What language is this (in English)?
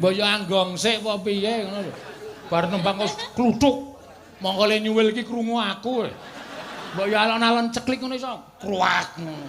Javanese